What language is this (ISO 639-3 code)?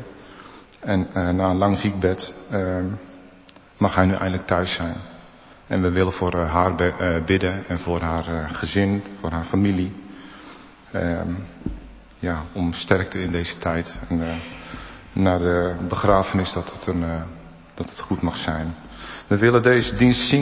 nld